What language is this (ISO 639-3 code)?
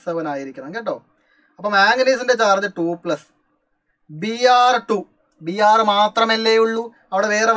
mal